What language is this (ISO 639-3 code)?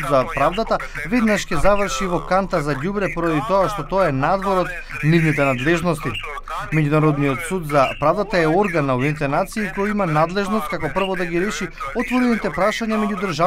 mkd